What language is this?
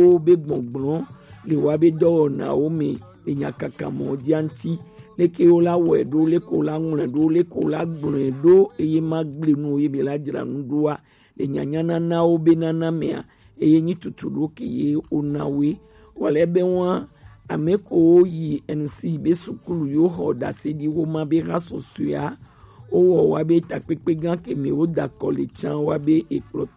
Gen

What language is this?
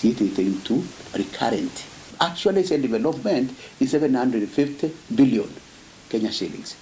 Meru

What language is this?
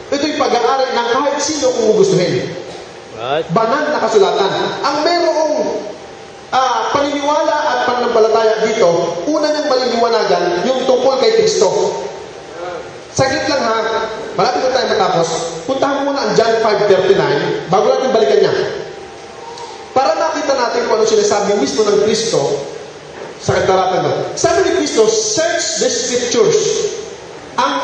Filipino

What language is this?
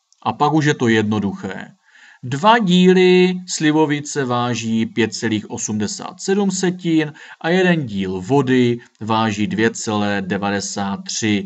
Czech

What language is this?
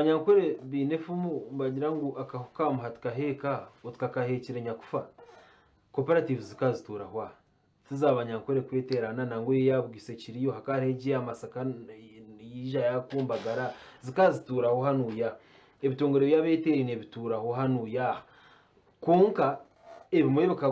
Nyankole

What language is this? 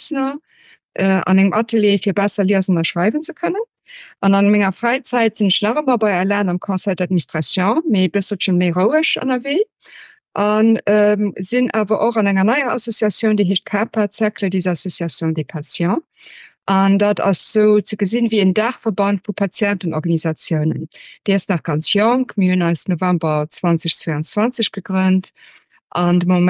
Luxembourgish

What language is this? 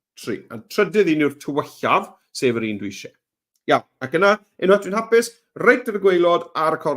Welsh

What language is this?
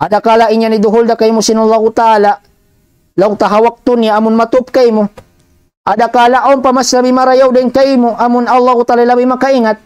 Tausug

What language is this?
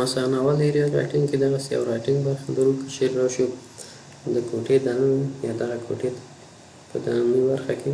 Pashto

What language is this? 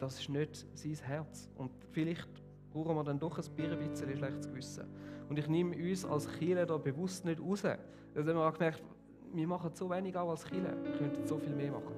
Swiss German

